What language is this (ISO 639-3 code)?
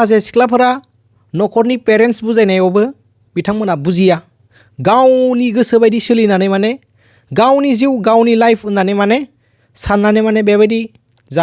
brx